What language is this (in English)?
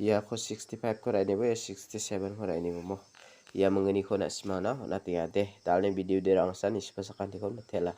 Garo